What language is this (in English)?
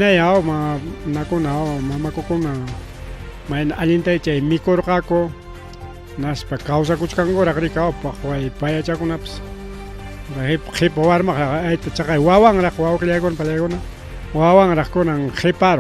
Ayacucho Quechua